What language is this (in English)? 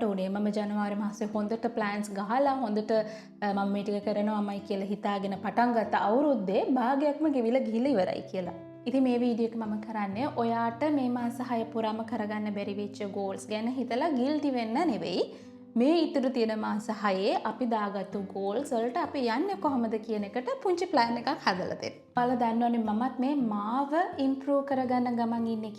Sinhala